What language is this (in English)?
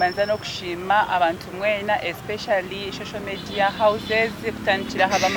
Nyankole